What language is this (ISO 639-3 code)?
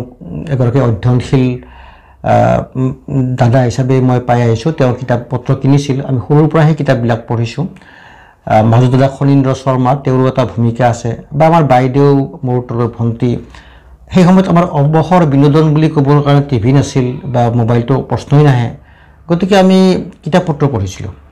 asm